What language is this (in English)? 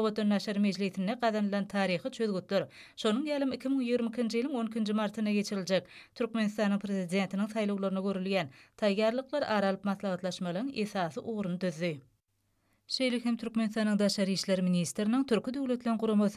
Turkmen